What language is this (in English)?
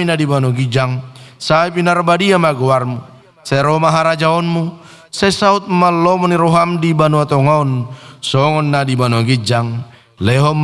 Batak Toba